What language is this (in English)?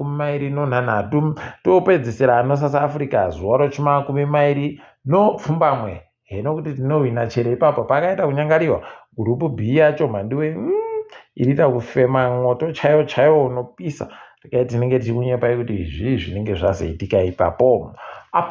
Ndau